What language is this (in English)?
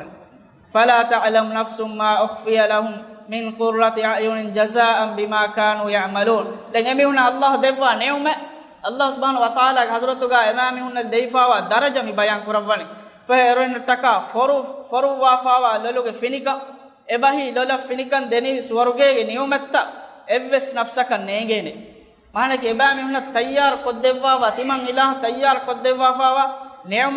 Divehi